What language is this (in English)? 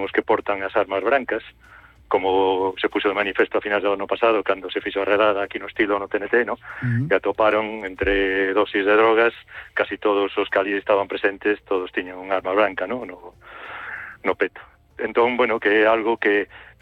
Galician